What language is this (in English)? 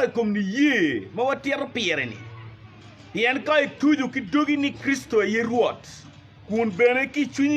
Acoli